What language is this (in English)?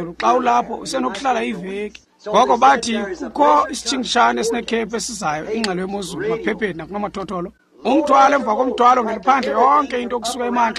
Xhosa